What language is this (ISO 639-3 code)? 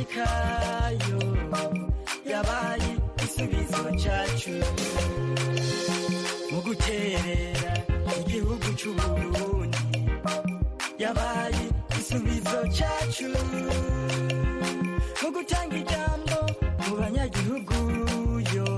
kin